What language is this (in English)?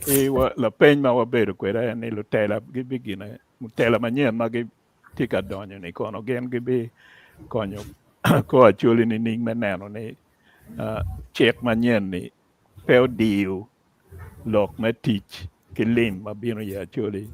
Acoli